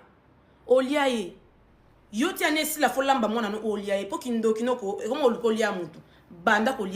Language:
Lingala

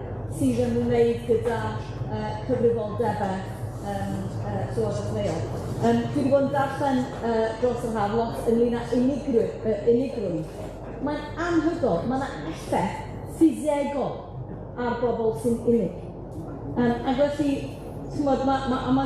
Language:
Welsh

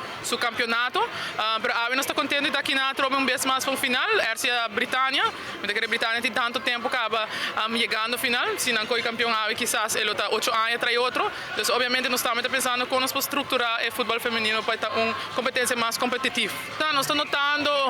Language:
Papiamento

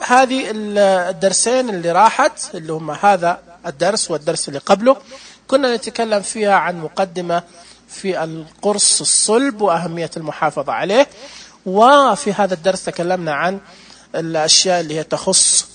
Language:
Najdi Arabic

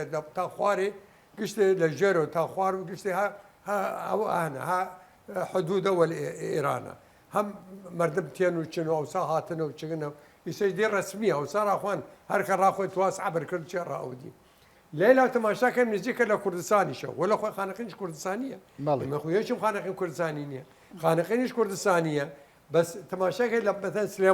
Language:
Southern Kurdish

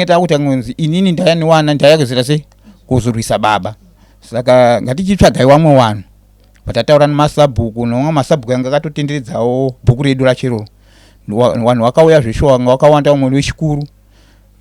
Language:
Shona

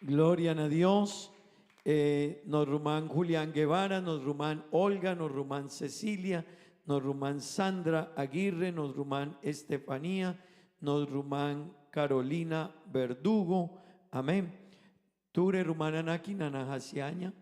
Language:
Papiamento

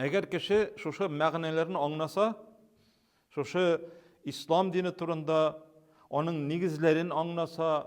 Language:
Tatar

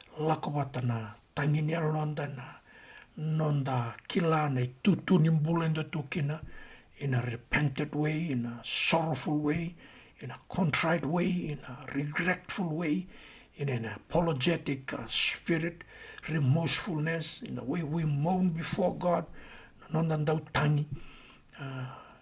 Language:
Fijian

